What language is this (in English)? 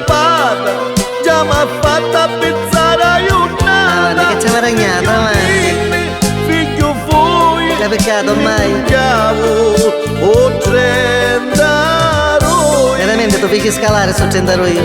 Neapolitan